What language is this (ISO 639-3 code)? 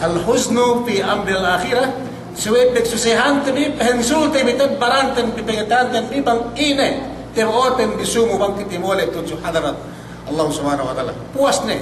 yka